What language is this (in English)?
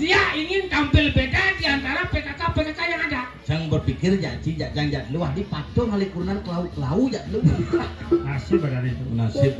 Balinese